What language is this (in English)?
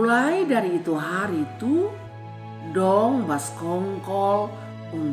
Kupang Malay